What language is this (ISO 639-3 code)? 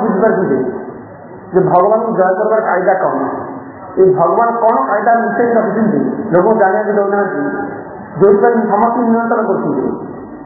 ori